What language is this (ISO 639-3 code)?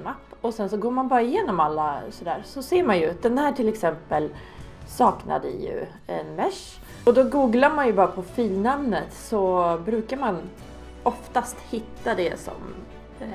swe